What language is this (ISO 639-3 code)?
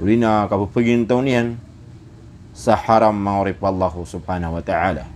mrw